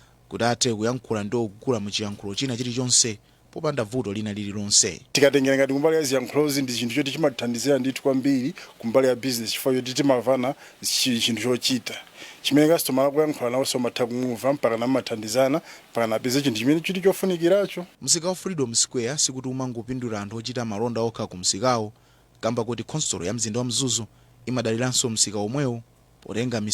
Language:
Nyanja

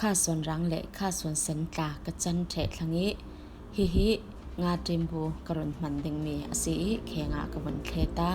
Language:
Falam Chin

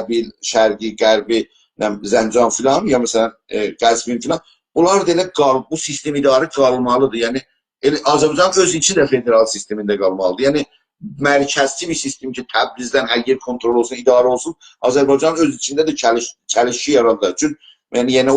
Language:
South Azerbaijani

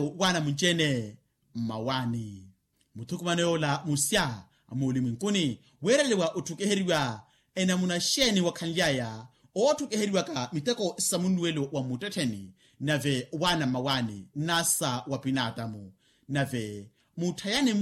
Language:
Makhuwa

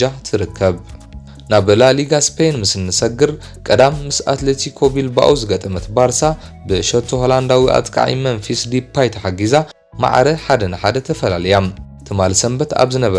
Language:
Tigrinya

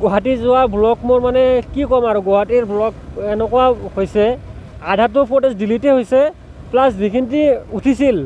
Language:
Assamese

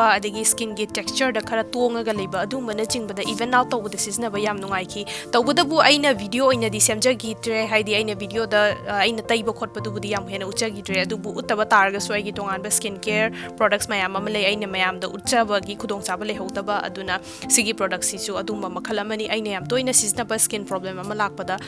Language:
Manipuri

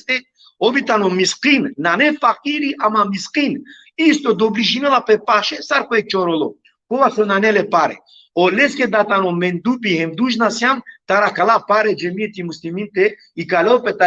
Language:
Balkan Romani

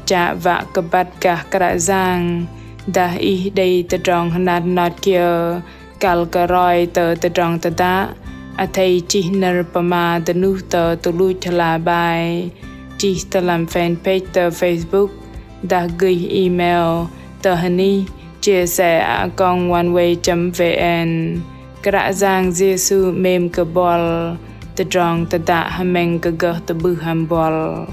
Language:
Bahnar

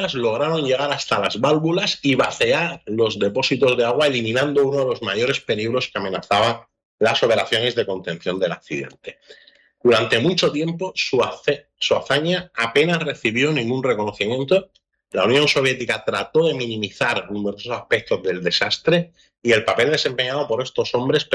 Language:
Spanish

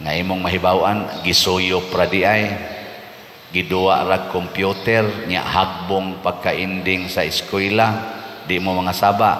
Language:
Cebuano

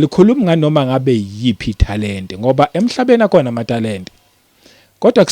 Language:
Zulu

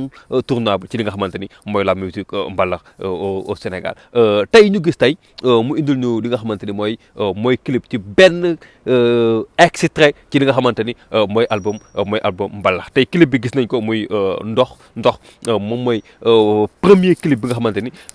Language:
Wolof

